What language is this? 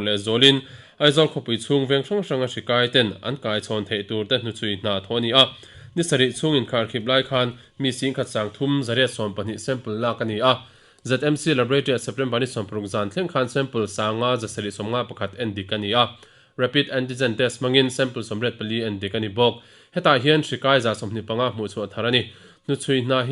Mizo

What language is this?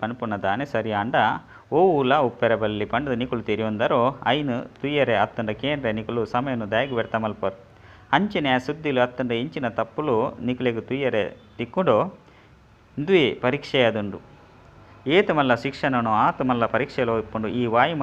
Tulu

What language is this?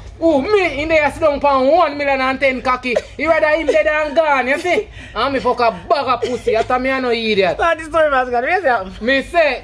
Jamaican Creole English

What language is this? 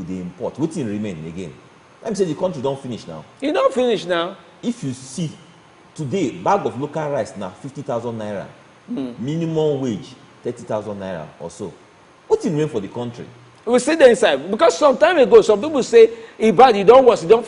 Nigerian Pidgin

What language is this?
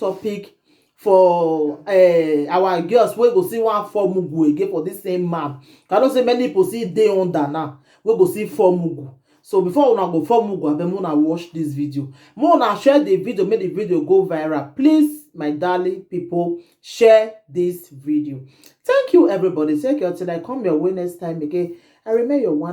Nigerian Pidgin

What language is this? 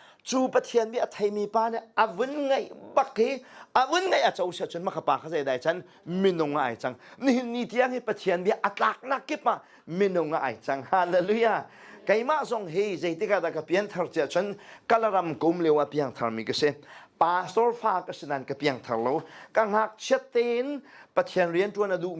Hakha Chin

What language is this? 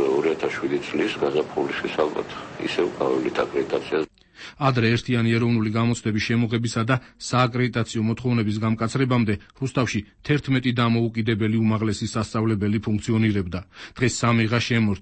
Georgian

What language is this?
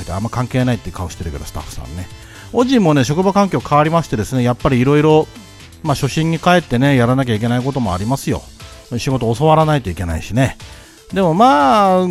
Japanese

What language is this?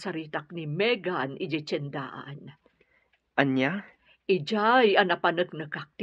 Iloko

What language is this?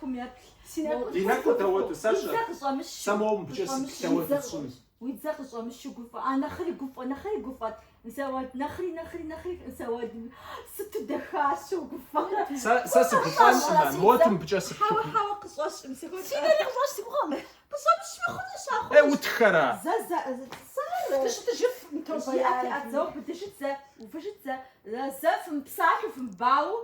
Kabardian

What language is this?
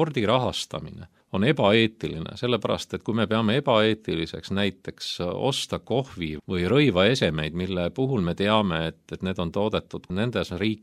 Estonian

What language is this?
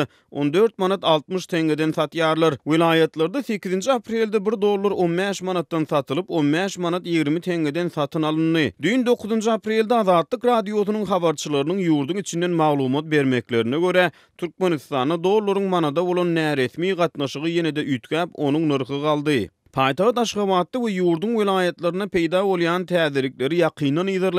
Turkmen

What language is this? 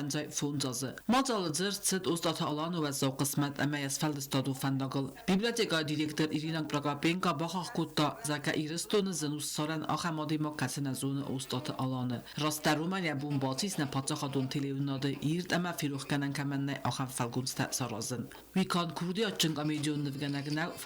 Ossetic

